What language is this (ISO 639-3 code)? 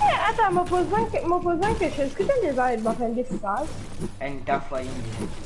mfe